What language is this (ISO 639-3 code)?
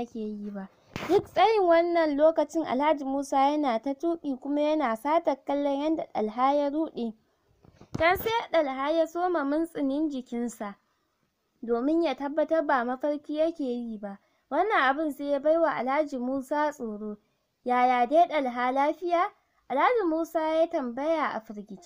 hau